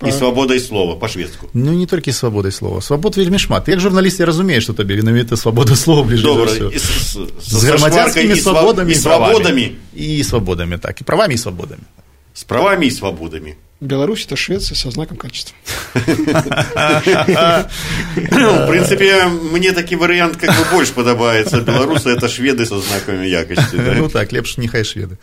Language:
Belarusian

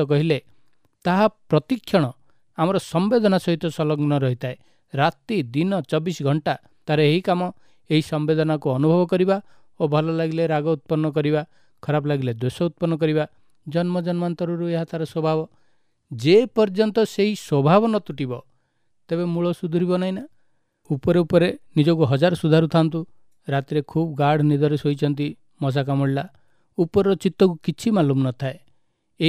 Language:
Odia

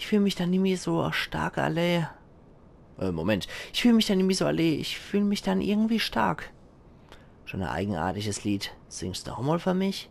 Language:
Palatine German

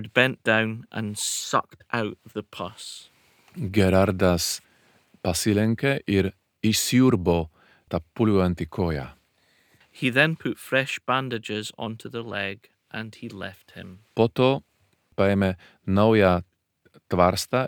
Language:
Lithuanian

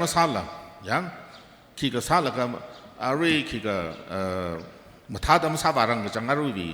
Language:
Tangkhul Naga (India)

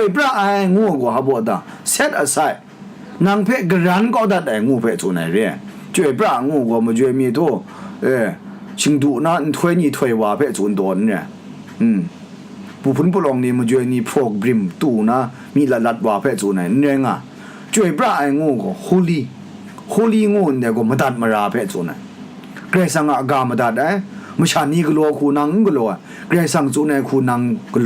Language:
Kachin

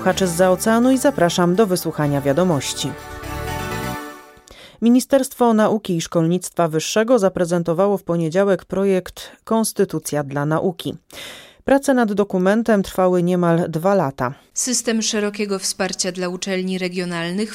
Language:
Polish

